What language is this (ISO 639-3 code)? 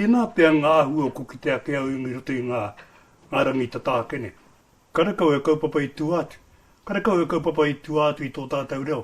mri